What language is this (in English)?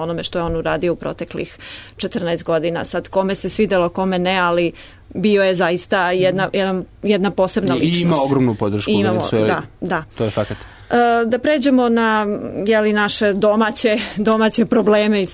Serbian